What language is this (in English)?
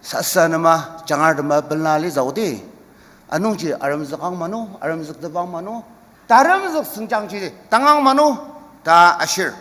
Ao Naga